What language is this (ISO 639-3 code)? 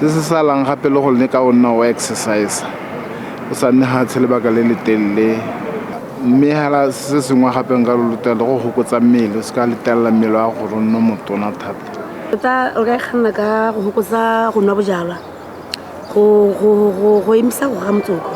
tsn